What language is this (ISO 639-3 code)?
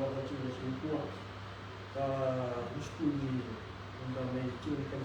fij